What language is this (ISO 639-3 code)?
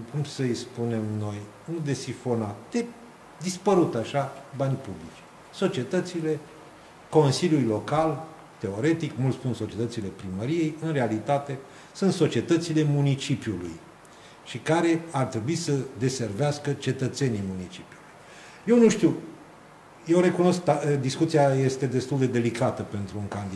ron